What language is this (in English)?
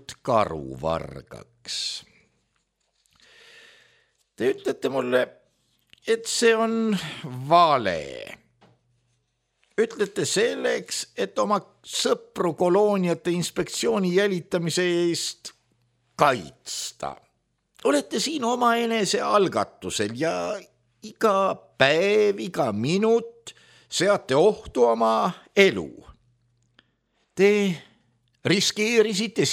Estonian